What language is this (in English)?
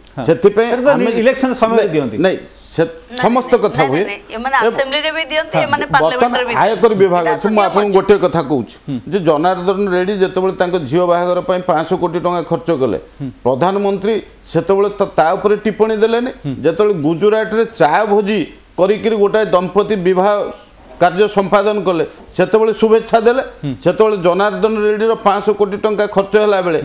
Odia